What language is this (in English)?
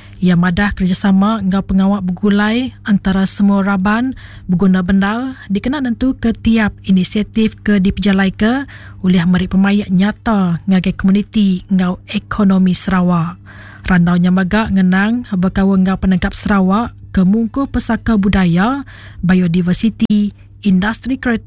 Iban